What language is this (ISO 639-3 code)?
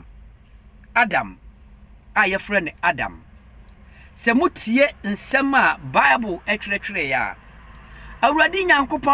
aka